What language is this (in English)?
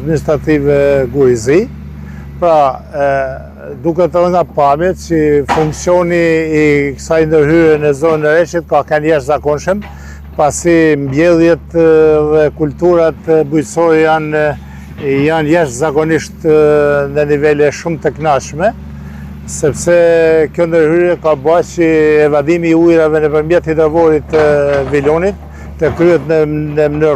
Albanian